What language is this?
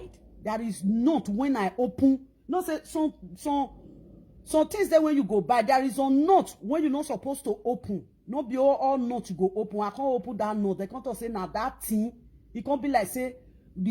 Nigerian Pidgin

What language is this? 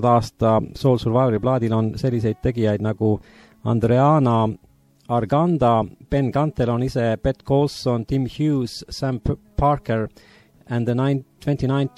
Estonian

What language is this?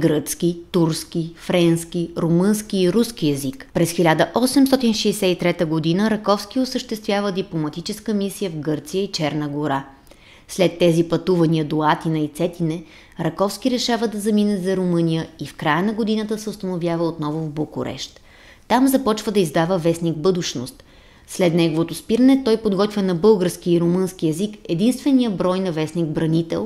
Bulgarian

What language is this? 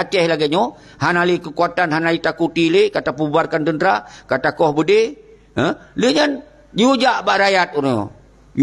Achinese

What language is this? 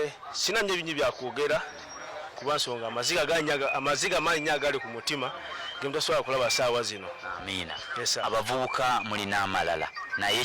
Ganda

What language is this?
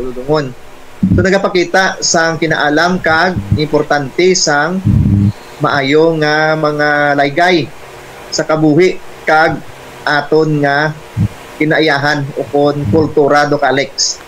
Hiligaynon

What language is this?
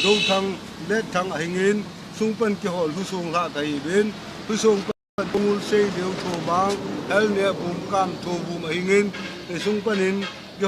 Thado Chin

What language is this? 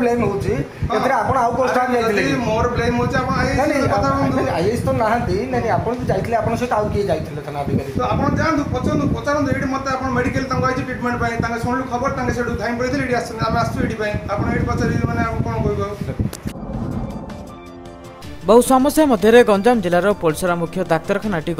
Odia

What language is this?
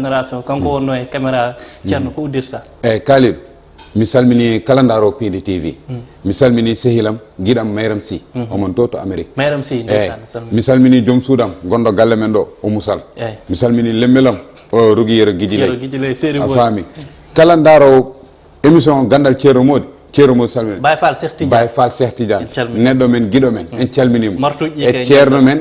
Fula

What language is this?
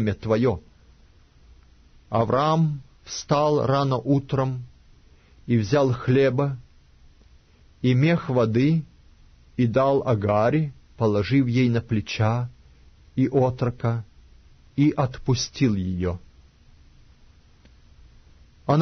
Russian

